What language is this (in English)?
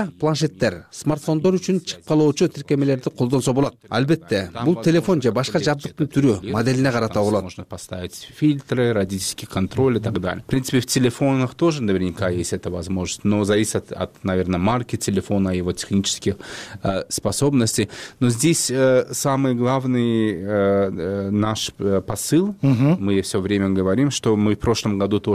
Kyrgyz